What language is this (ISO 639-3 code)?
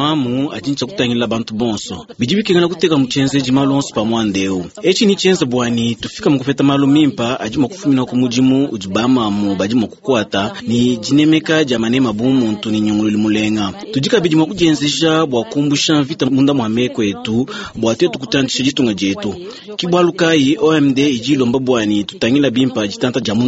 lua